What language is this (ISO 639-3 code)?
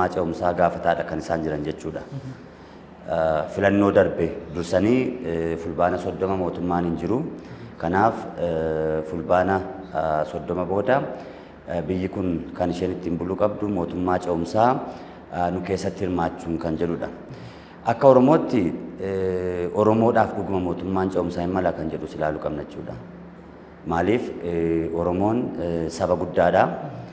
orm